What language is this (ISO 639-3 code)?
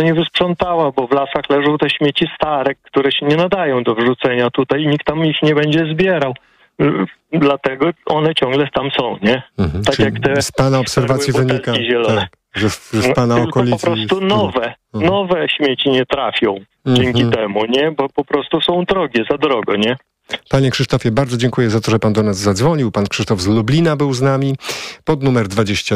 pol